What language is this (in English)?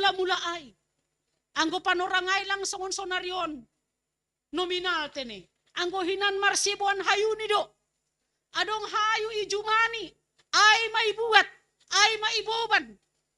Batak Simalungun